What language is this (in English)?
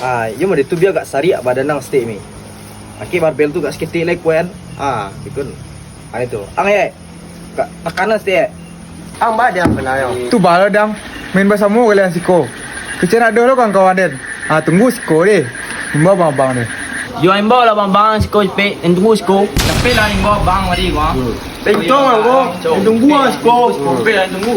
Minangkabau